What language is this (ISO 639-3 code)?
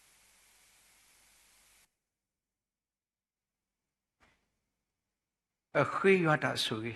ksw